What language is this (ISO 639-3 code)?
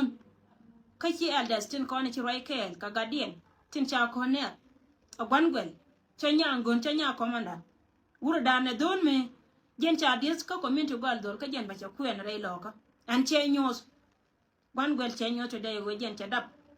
nus